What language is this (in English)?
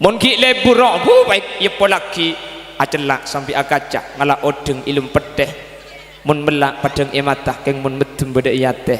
Madurese